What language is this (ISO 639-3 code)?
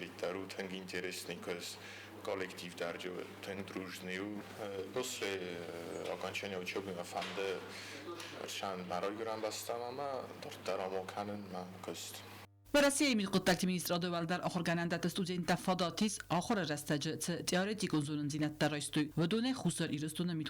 oss